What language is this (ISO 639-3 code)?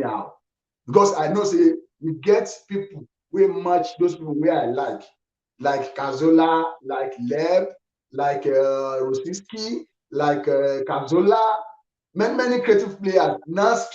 pcm